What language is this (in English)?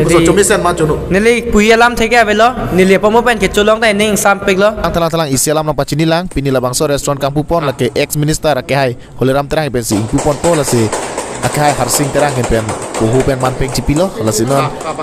Karbi